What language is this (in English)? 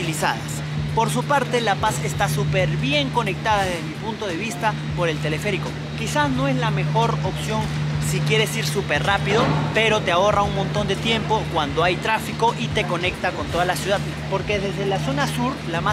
Spanish